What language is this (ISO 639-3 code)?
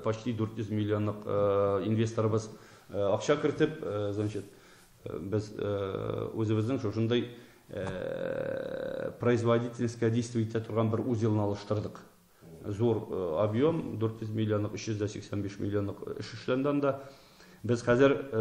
tat